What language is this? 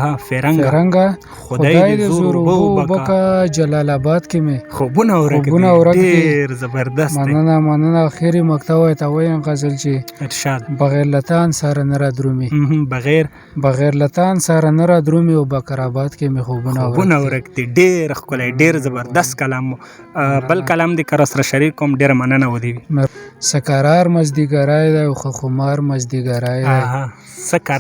Pashto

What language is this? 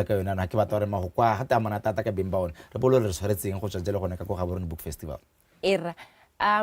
Tswana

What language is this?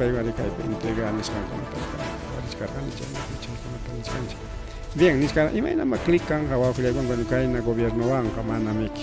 Ayacucho Quechua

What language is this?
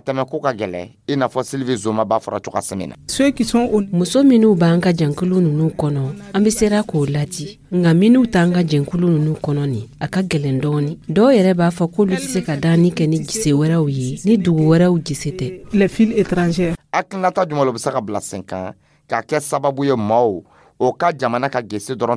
Dyula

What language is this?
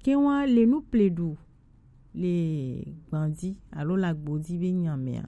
Gen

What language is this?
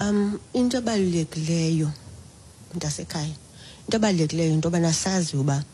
Xhosa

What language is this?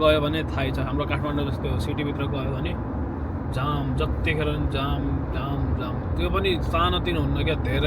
Nepali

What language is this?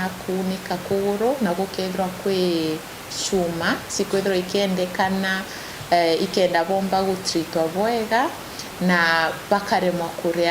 Meru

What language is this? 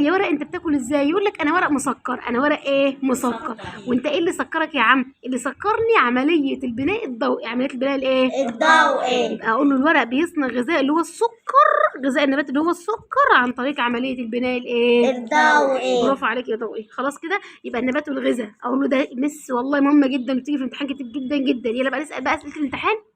Egyptian Arabic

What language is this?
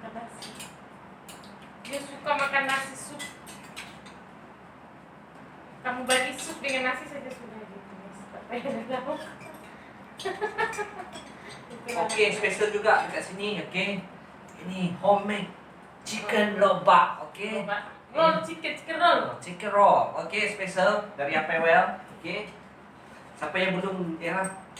Malay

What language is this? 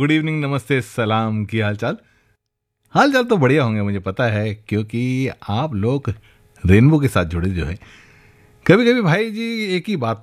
Hindi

